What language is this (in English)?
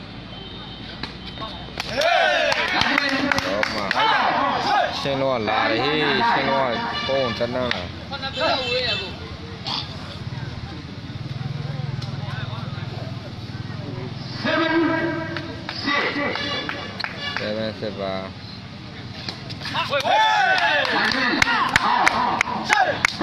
Burmese